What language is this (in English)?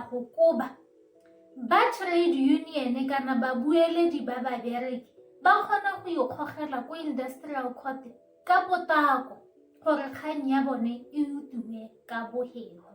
Tswana